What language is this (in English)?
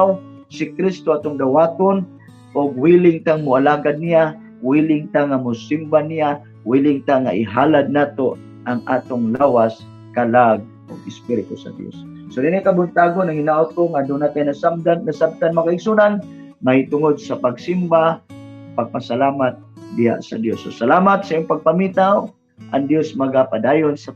Cebuano